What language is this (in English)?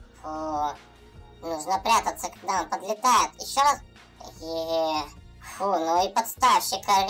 Russian